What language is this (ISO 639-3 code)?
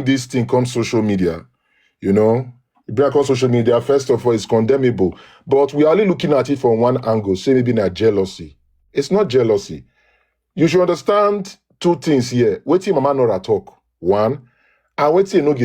pcm